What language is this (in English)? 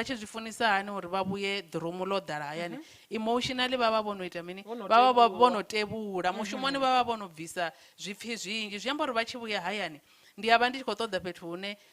Venda